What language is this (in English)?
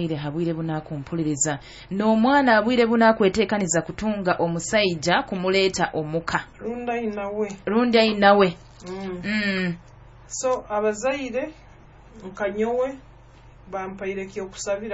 Nyoro